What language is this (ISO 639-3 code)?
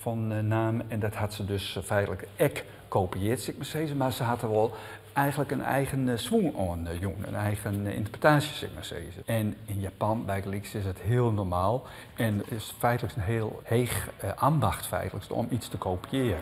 fry